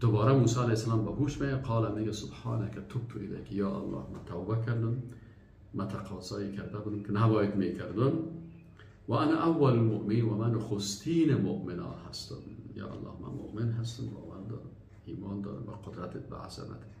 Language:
Persian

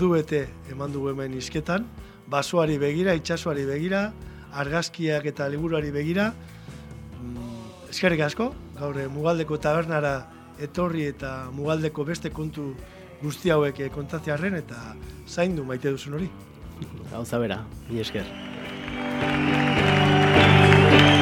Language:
Basque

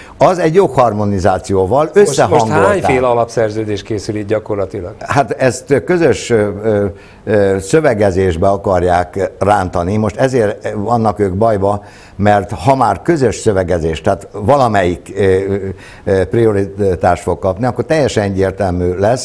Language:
Hungarian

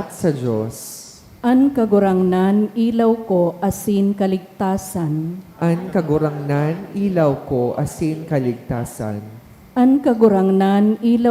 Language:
Bikol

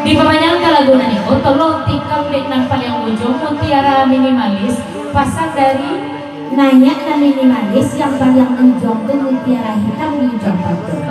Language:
Minangkabau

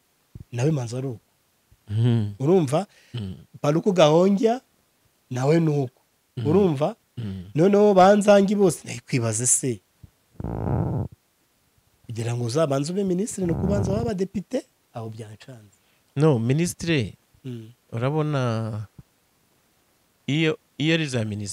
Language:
Kinyarwanda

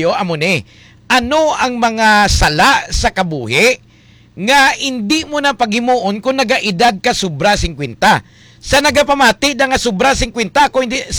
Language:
Hiligaynon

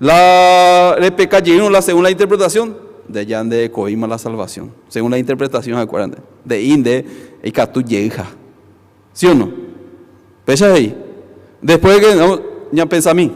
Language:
Guarani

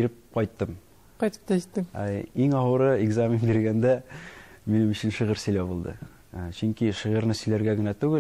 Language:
Tatar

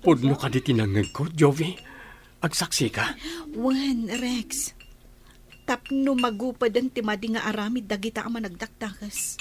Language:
Iloko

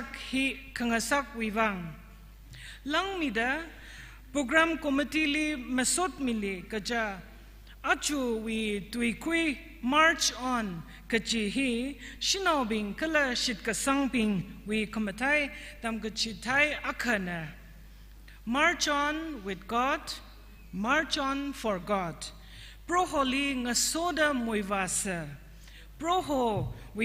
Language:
Tangkhul Naga (India)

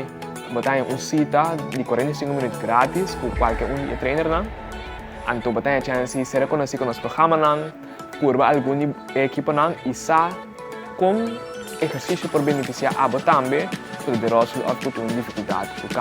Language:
Papiamento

